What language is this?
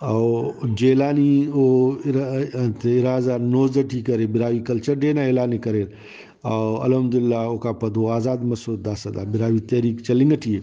Brahui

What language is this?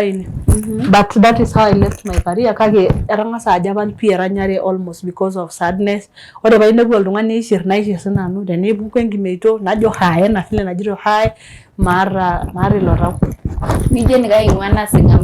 Masai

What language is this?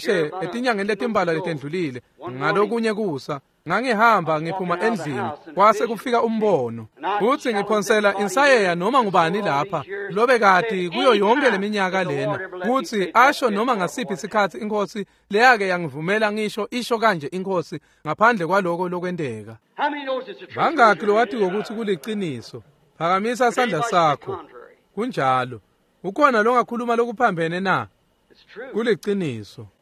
Swati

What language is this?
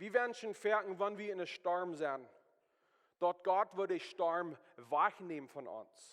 Plautdietsch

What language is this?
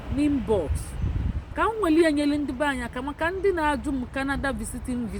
Igbo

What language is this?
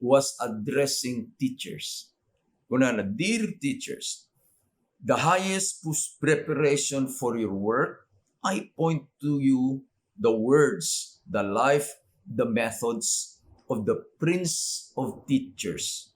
Iloko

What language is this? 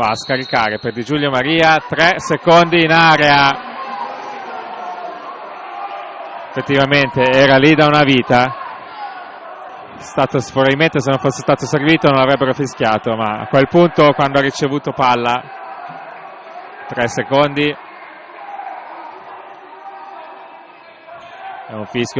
Italian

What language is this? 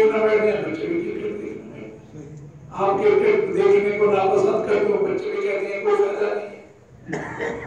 Urdu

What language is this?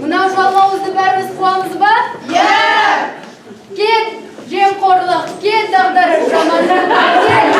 Kazakh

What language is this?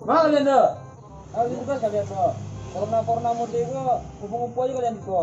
Minangkabau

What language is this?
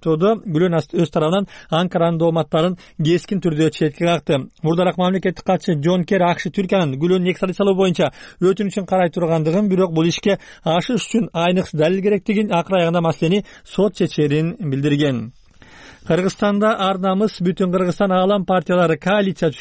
Kyrgyz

